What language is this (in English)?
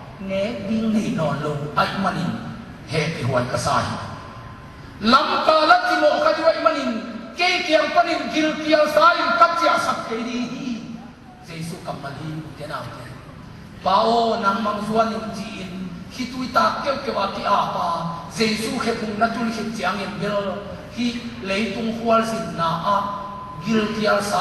Tedim Chin